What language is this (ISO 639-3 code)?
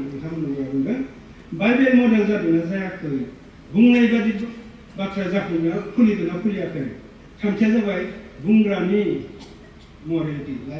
brx